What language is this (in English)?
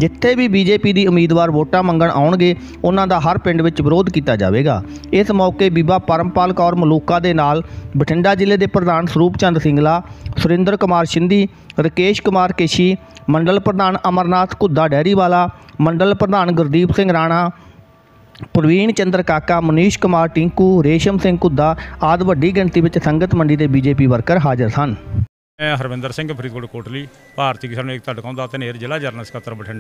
Punjabi